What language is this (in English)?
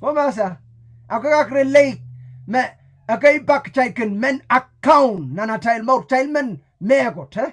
Pohnpeian